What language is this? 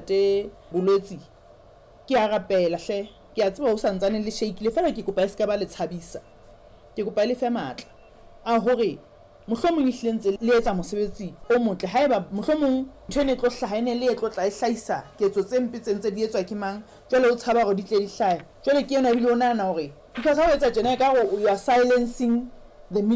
Southern Sotho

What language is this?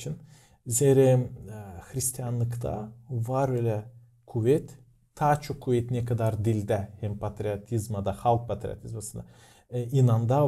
Gagauz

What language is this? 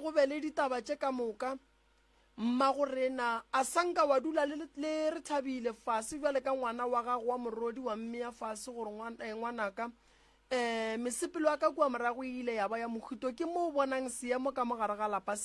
Northern Sotho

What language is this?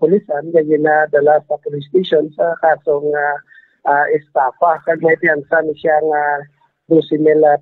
Hiligaynon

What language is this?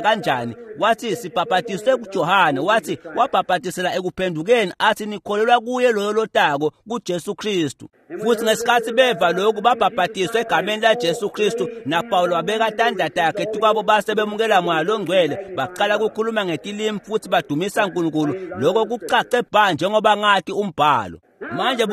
Swati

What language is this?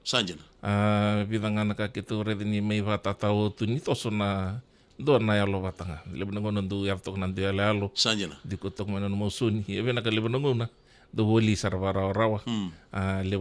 Fijian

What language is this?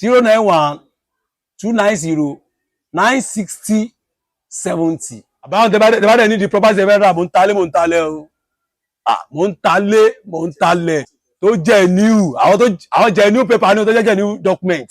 Yoruba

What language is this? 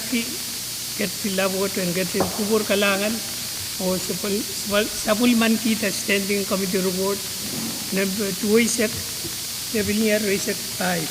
Pohnpeian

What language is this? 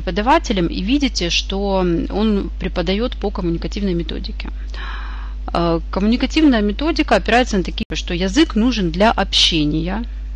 Russian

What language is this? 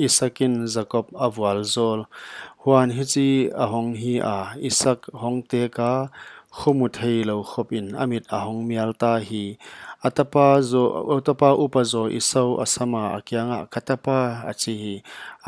Paite Chin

